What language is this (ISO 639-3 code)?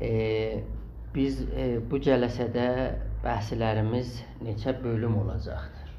azb